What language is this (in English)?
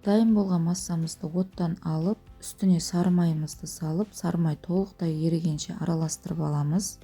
Kazakh